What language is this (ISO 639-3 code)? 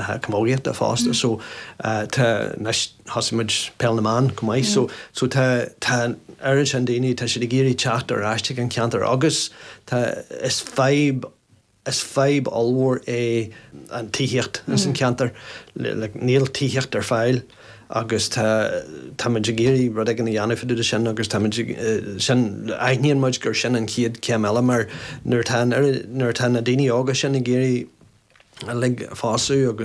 gle